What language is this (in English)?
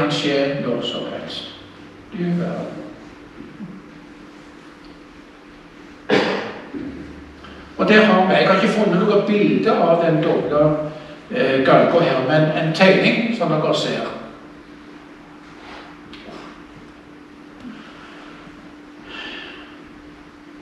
Norwegian